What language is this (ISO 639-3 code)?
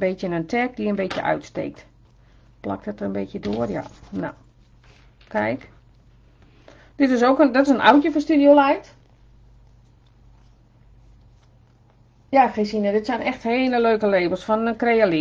nld